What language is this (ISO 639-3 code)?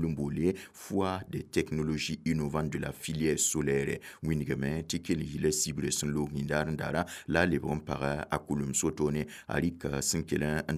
mos